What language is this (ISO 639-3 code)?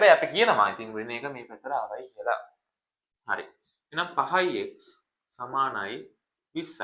sin